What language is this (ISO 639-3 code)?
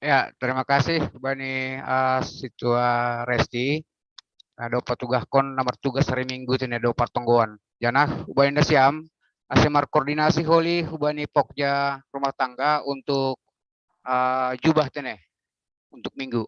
bts